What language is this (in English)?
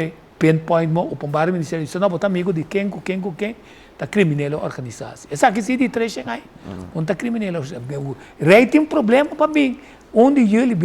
Papiamento